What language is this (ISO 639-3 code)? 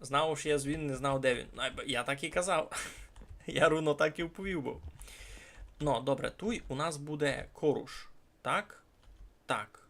rue